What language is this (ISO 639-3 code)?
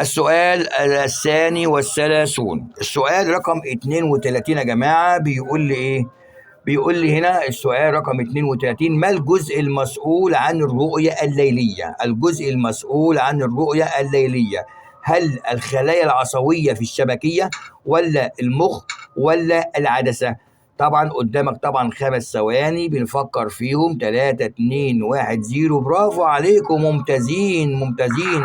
arz